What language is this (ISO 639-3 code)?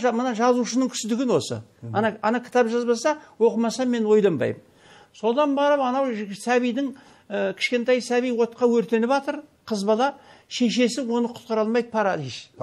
kaz